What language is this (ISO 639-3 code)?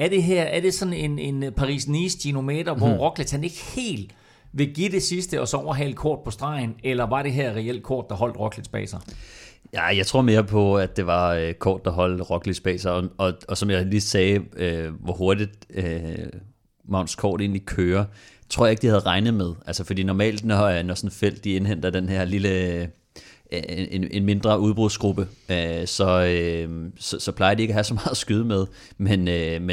dan